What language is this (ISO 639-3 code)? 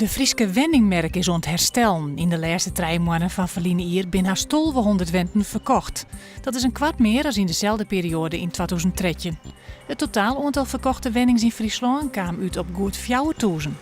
fry